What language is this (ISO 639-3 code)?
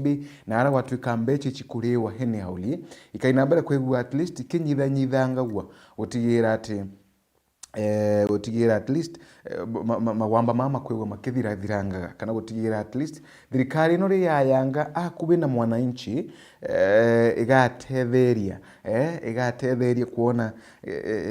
mer